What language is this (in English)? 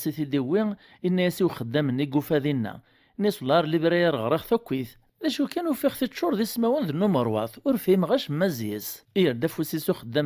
Kabyle